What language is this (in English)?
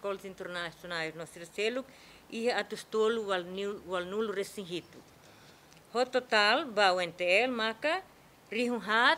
Tetum